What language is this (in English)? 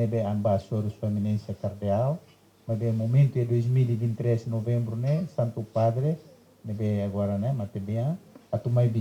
Tetum